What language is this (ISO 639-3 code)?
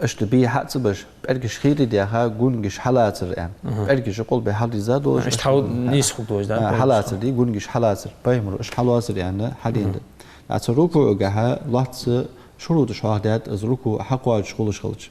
inh